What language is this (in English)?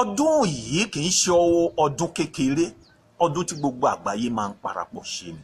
Yoruba